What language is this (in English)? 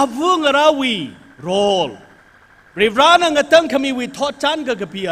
Tangkhul Naga (India)